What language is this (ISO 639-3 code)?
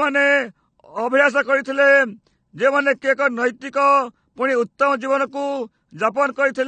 ori